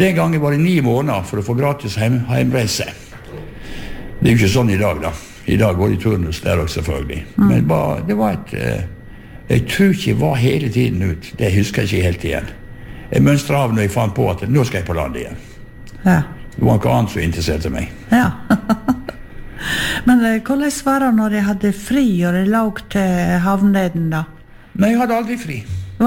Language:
Norwegian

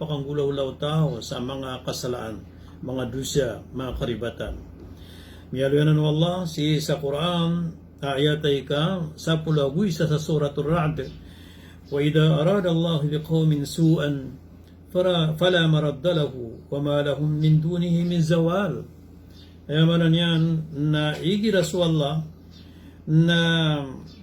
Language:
Maranao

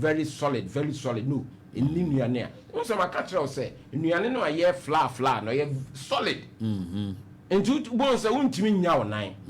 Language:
Akan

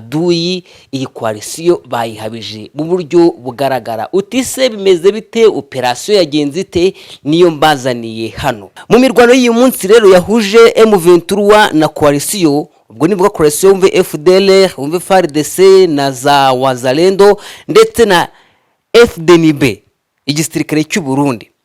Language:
Kinyarwanda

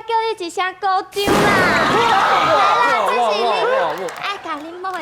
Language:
Min Nan Chinese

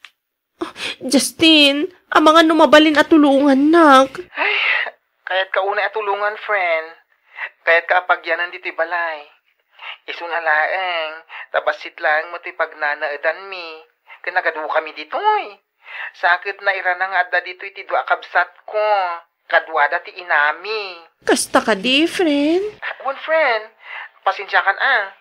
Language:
Iloko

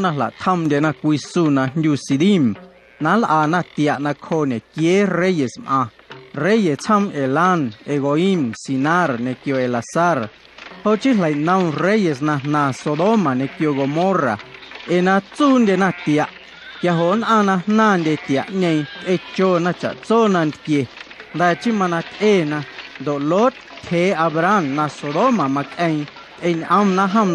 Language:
Guerrero Amuzgo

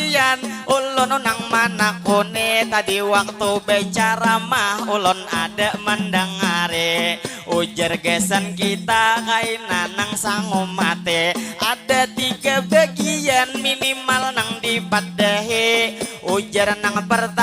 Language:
Banjar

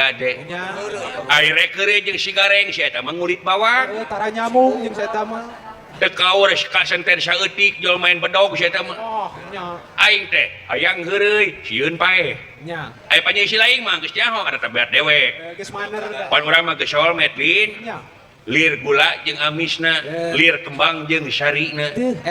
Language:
Sundanese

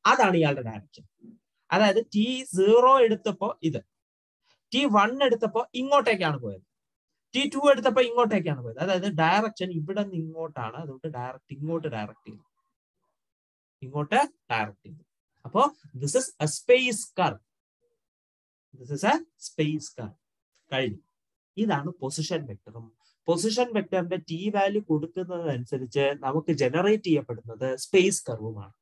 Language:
Malayalam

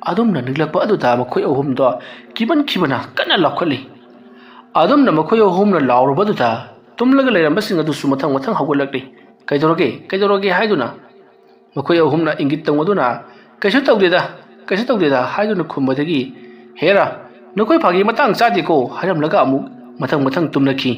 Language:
Manipuri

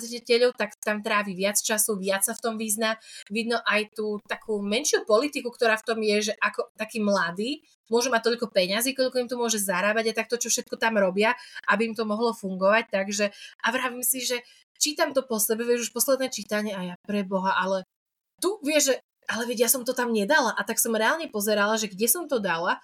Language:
Slovak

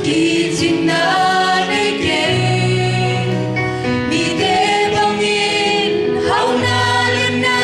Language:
Tedim Chin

